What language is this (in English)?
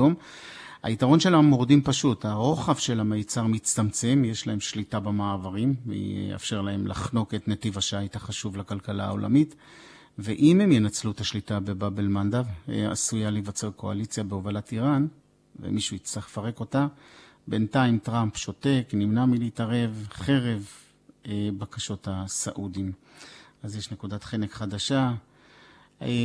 Hebrew